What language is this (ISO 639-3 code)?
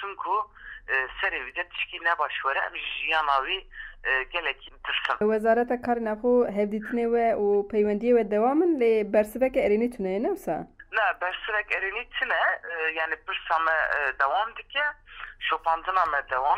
kur